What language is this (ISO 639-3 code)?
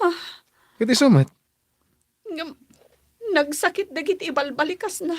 ilo